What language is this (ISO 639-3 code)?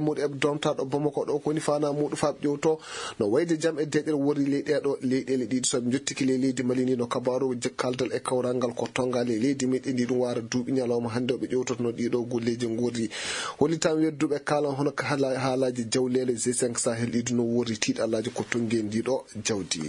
ful